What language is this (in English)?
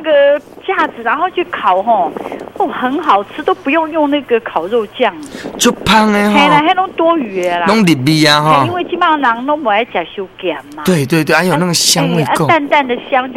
Min Nan Chinese